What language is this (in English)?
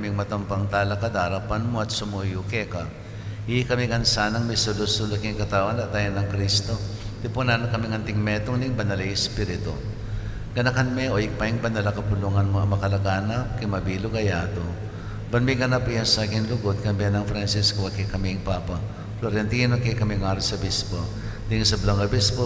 Pampanga